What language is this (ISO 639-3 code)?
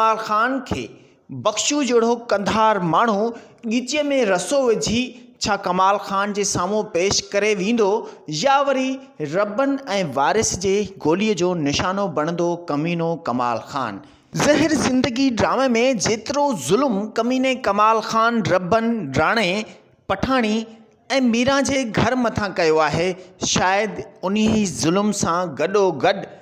snd